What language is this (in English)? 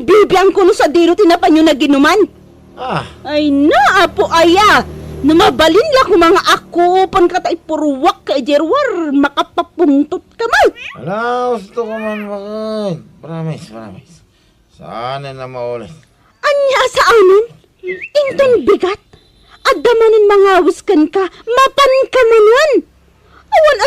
Iloko